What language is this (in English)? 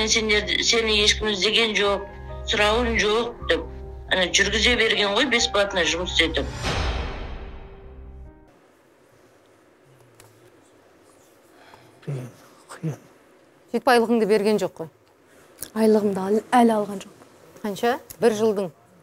Kazakh